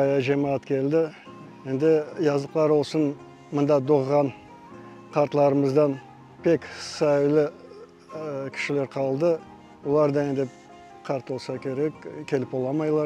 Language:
Crimean Tatar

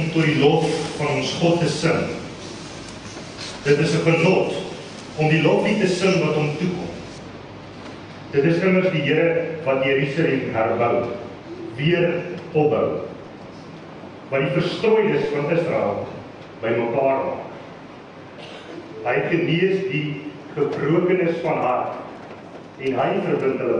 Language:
Afrikaans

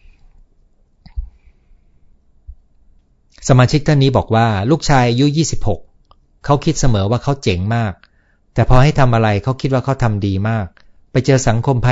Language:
Thai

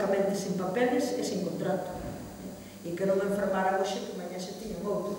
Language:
Galician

